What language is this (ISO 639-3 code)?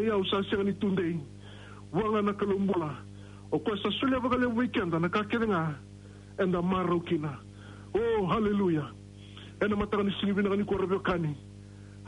fij